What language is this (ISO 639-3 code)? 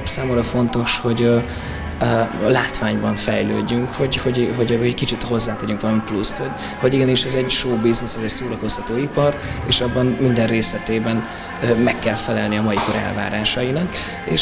hun